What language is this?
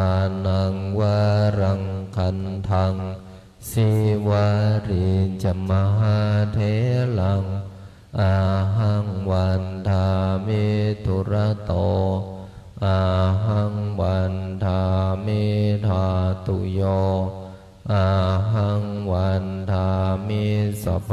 Pali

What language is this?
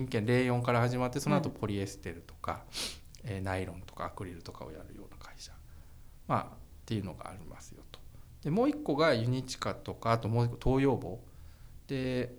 Japanese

